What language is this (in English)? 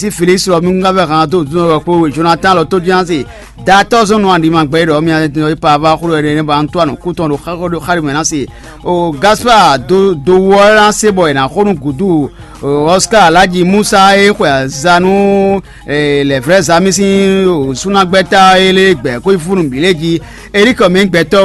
Fon